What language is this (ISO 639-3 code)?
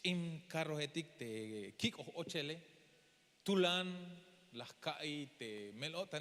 tzh